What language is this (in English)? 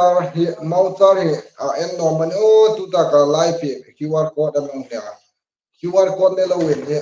Hmar